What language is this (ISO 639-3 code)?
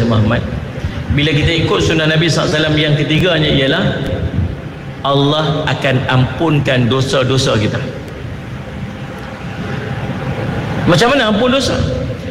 msa